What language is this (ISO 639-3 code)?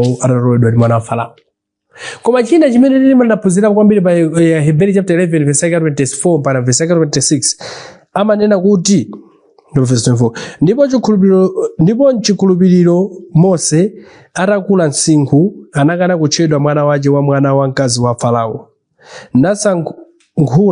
nya